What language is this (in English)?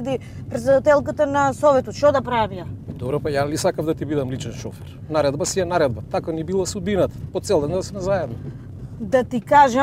Macedonian